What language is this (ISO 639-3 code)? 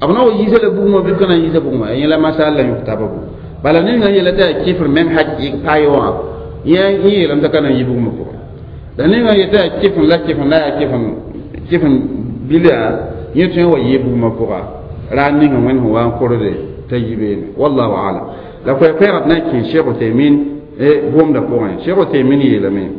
mos